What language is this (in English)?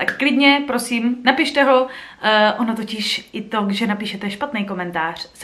Czech